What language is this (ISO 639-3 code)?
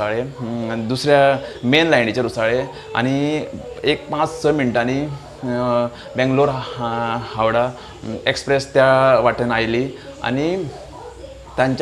kok